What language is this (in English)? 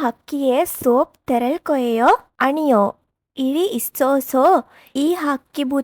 Sinhala